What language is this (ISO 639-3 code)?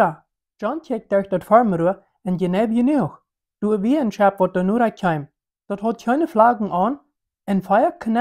pdt